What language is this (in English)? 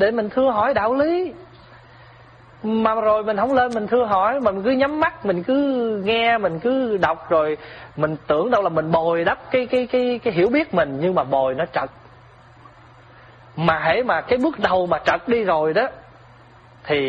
Vietnamese